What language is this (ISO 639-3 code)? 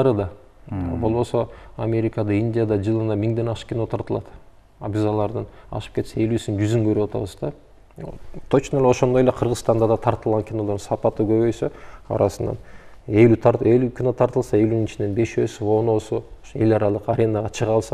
kir